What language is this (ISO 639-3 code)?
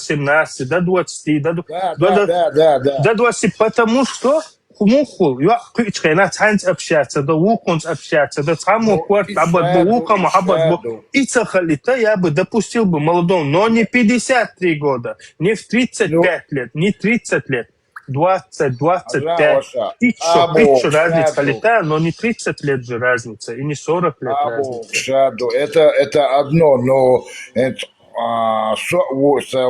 che